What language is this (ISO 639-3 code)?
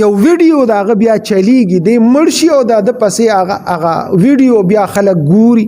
pus